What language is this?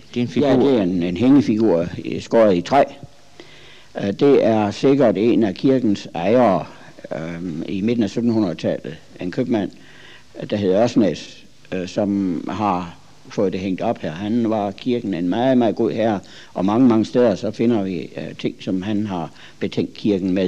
Danish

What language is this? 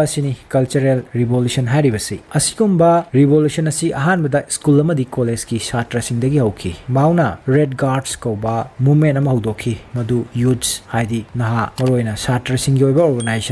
Manipuri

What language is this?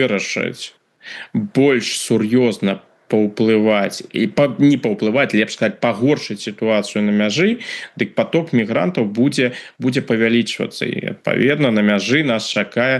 Belarusian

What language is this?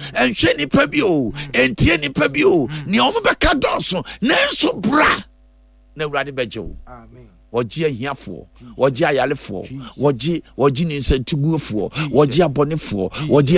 Akan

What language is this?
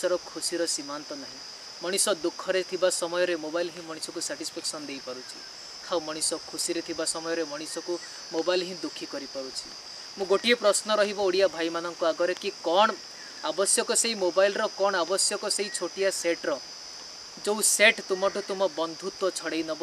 Odia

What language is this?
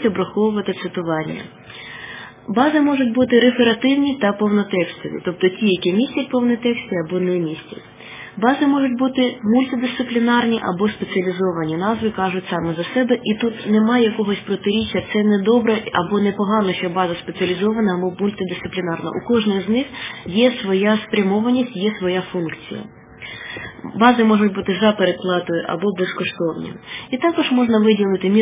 Ukrainian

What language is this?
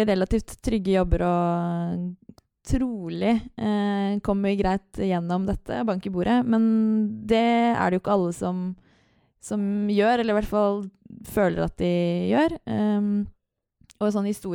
Norwegian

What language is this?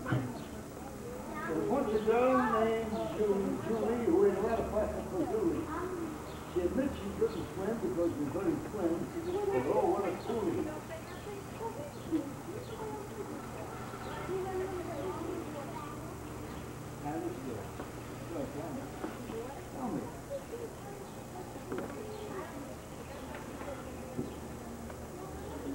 English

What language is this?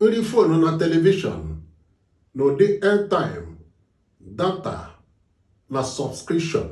Igbo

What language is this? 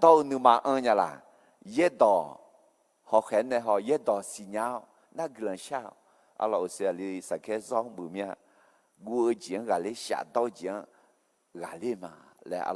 Akha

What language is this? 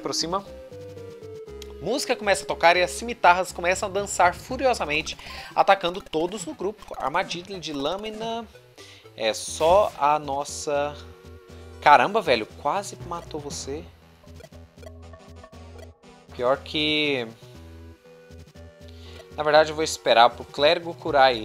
Portuguese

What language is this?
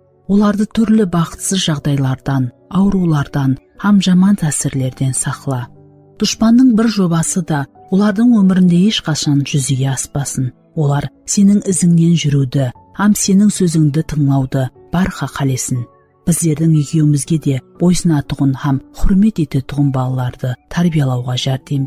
Kara-Kalpak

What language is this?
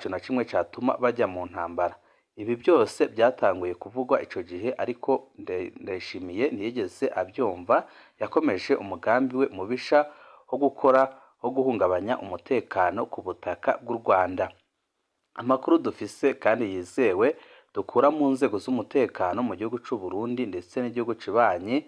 Rundi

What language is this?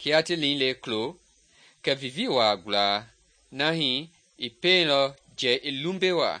Mende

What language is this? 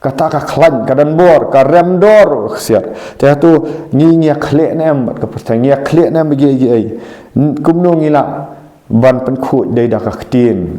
Khasi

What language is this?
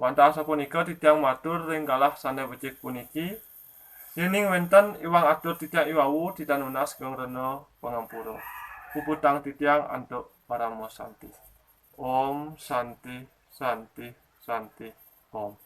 Balinese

